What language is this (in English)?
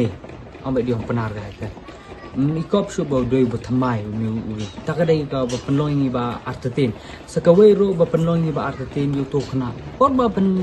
Khasi